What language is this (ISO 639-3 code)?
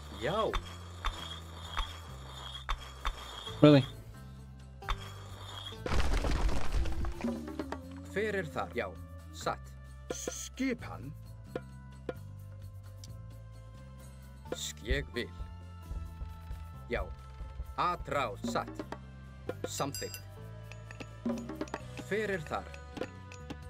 isl